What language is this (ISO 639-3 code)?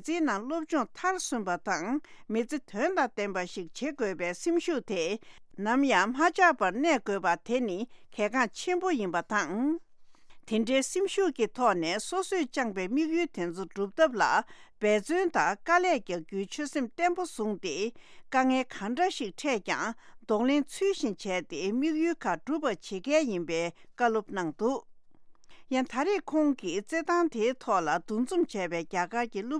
lav